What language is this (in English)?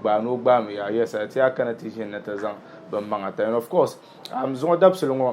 Dagbani